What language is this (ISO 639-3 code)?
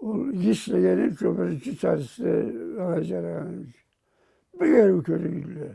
krc